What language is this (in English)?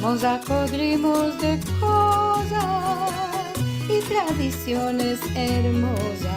Ladino